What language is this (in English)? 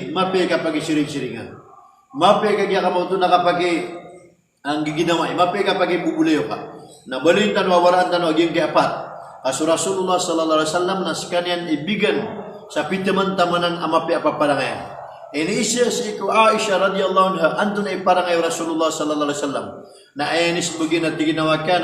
Maranao